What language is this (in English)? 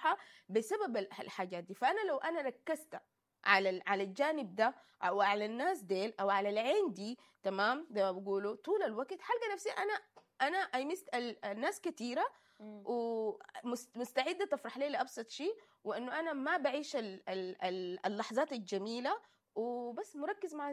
Sudanese Arabic